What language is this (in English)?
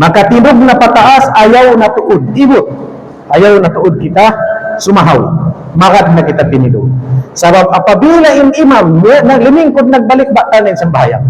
Tausug